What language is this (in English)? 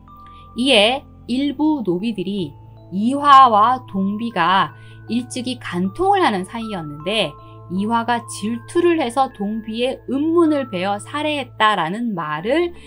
Korean